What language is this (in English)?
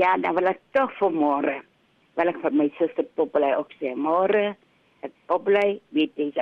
Afrikaans